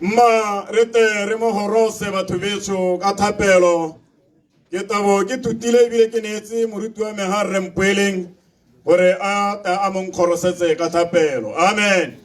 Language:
Tswana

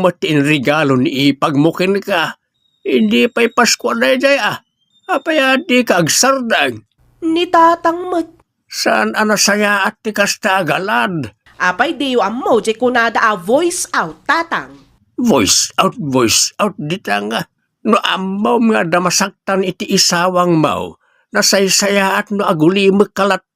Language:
Iloko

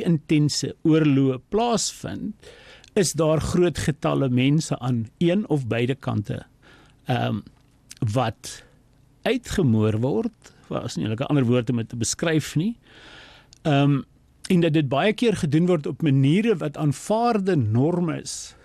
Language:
Afrikaans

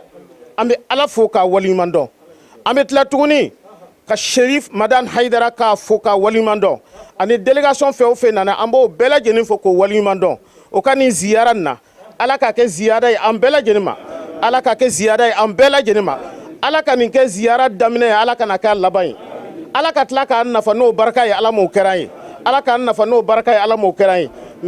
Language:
Bambara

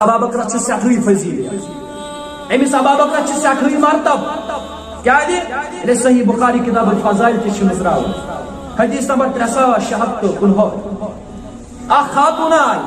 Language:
Kashmiri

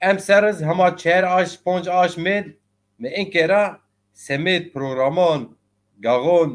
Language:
Zaza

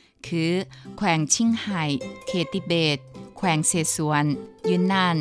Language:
Lao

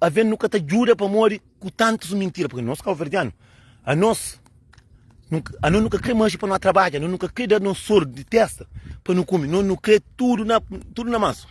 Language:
Kabuverdianu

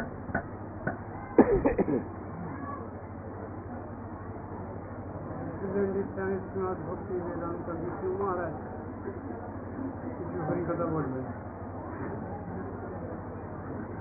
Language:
Bangla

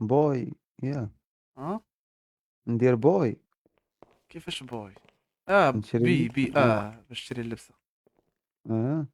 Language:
Moroccan Arabic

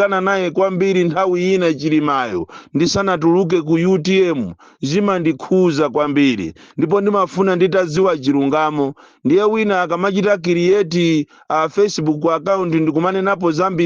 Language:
Nyanja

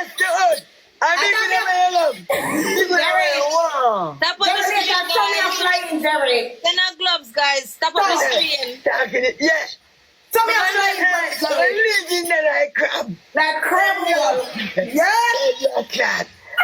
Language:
Jamaican Creole English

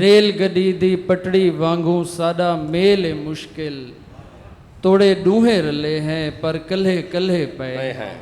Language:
Saraiki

